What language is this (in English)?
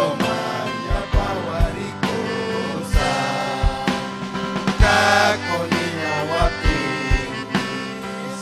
Ayacucho Quechua